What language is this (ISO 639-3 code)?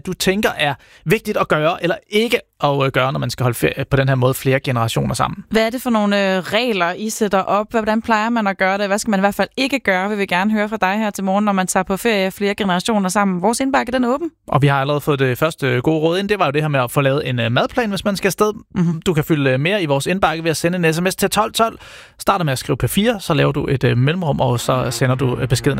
dan